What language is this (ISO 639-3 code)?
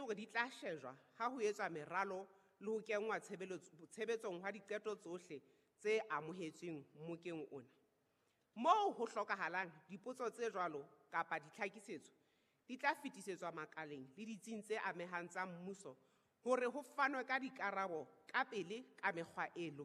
sot